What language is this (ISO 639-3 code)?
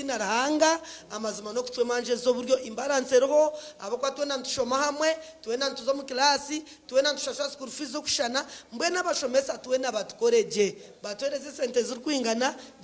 nyn